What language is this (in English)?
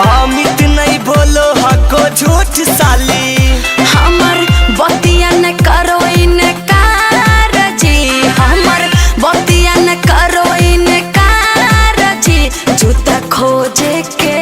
Magahi